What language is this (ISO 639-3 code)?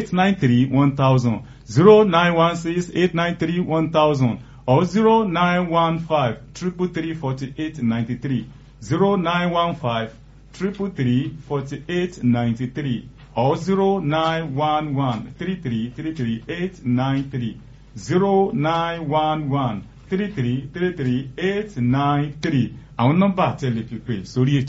yor